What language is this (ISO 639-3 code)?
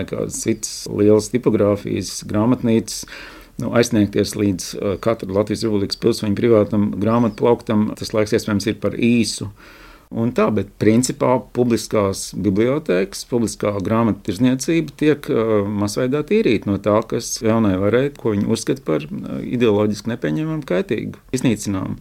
lav